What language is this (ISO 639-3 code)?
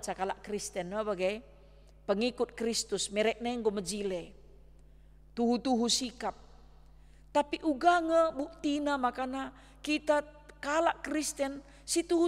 btx